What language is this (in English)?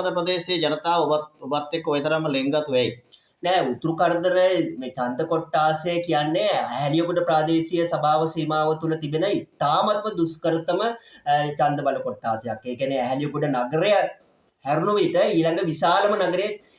Sinhala